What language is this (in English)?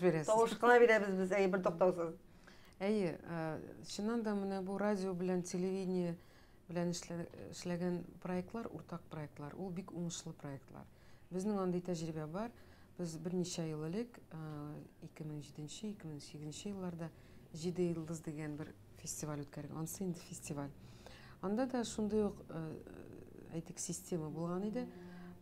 Tatar